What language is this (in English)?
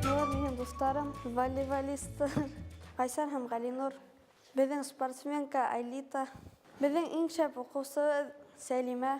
Bashkir